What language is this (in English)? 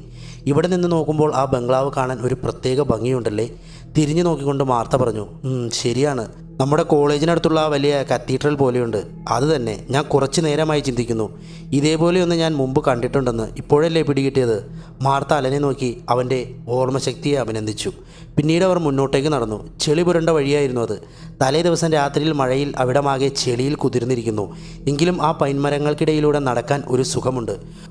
Malayalam